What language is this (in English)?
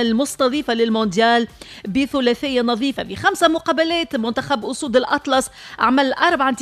Tunisian Arabic